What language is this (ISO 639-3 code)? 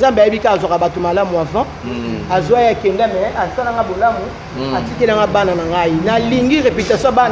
lin